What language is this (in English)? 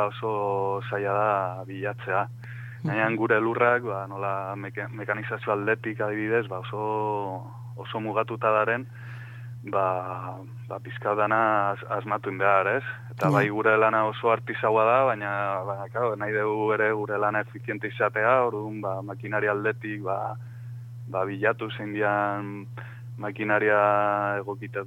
Basque